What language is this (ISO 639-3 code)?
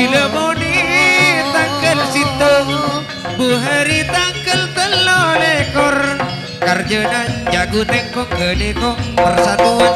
mad